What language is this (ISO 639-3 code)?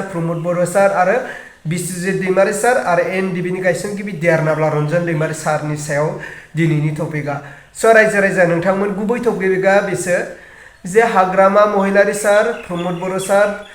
brx